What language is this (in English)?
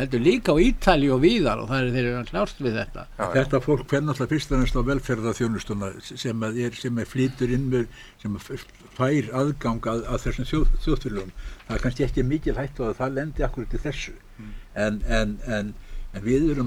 Icelandic